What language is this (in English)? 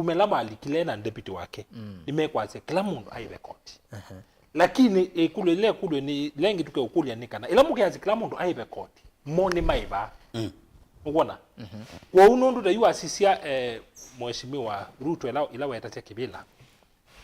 Kamba